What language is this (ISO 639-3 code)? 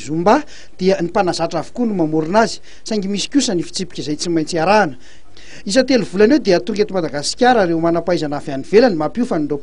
mlg